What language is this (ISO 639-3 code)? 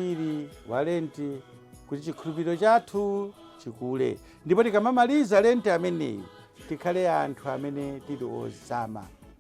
nya